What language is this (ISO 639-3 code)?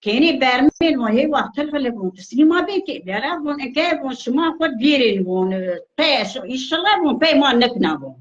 zza